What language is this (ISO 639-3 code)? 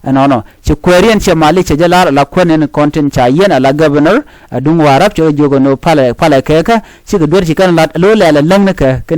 nus